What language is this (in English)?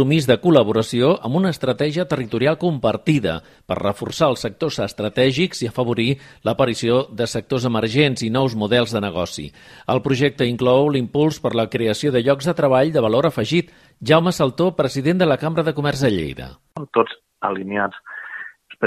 Catalan